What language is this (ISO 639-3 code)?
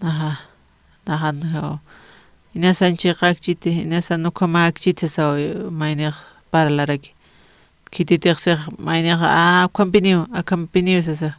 aym